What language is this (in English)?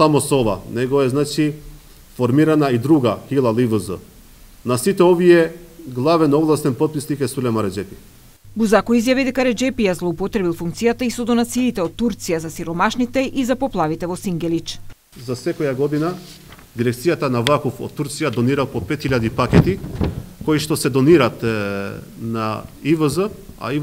Macedonian